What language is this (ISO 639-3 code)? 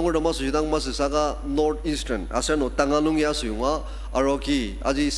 njo